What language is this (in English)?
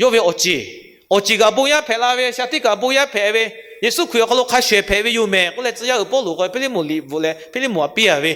Lahu